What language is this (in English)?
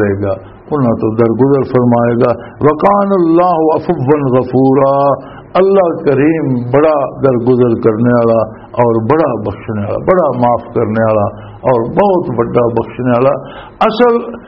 Western Panjabi